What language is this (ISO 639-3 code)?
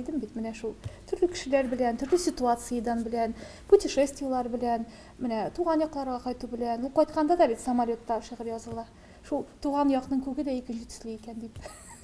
tat